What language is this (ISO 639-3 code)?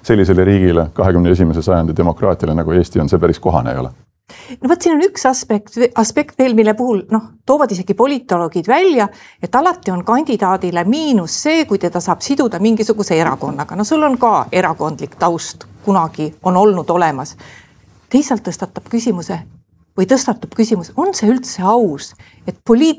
est